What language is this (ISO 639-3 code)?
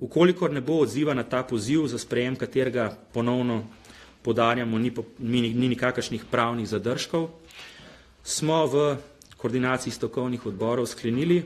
slv